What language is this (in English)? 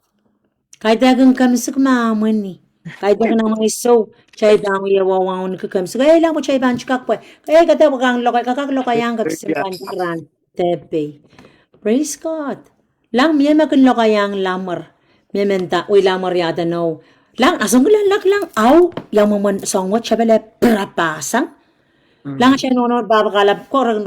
Pohnpeian